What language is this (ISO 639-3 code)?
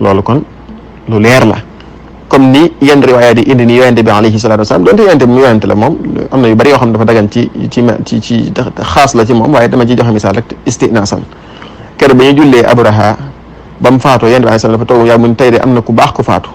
wol